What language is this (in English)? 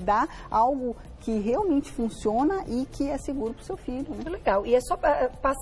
Portuguese